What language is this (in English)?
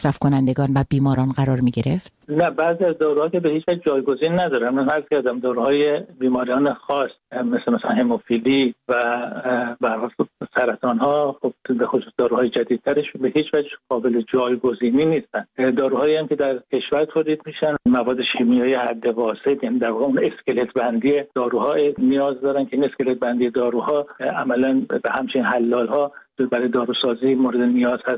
Persian